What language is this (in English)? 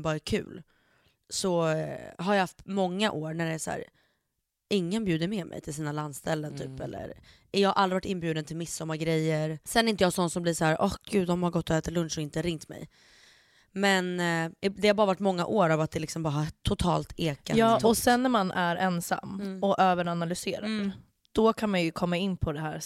Swedish